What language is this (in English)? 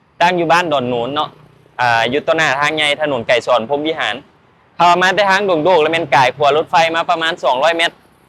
Northeastern Thai